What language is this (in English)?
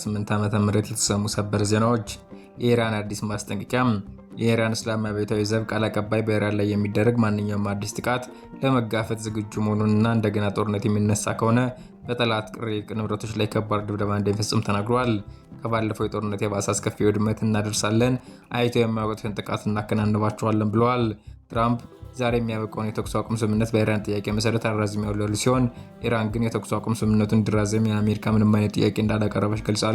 Amharic